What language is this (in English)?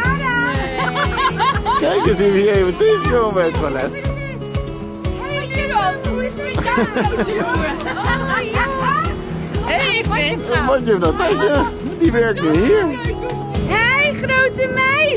Dutch